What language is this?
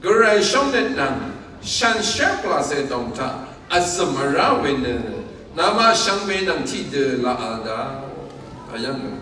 Rawang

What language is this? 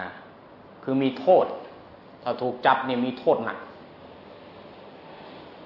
Thai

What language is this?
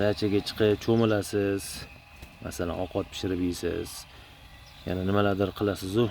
Uzbek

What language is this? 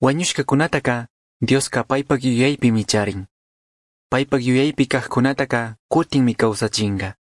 Chimborazo Highland Quichua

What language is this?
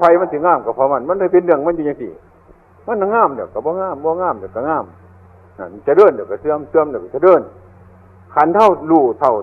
Northeastern Thai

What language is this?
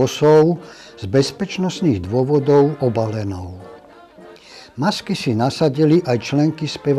Slovak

